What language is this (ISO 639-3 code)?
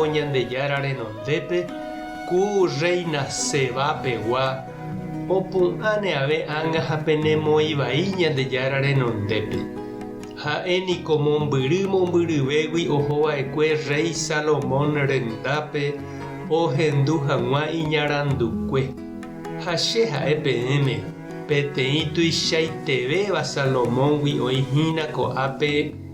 grn